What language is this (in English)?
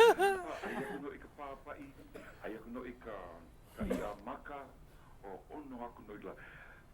Hawaiian